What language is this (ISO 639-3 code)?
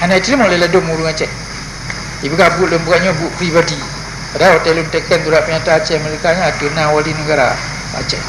ace